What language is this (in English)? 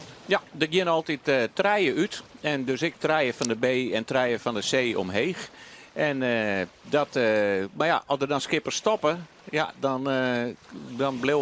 Western Frisian